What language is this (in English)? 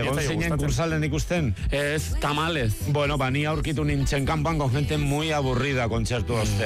Basque